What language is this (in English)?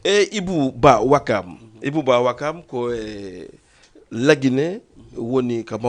Fula